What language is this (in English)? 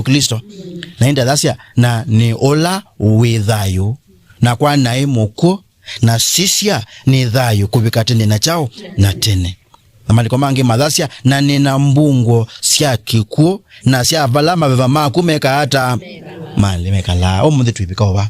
Kamba